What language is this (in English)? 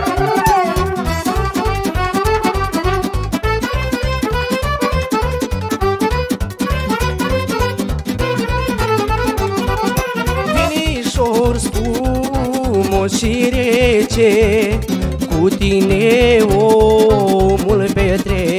Romanian